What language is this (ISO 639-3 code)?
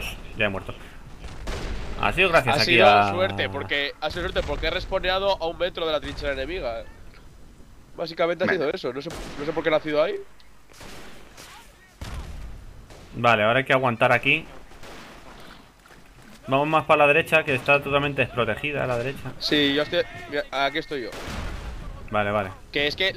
spa